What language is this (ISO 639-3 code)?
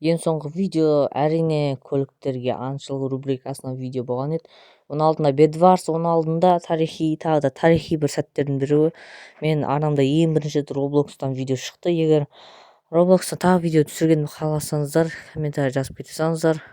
kaz